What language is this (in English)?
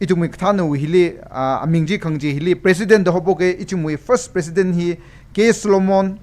Tangkhul Naga (India)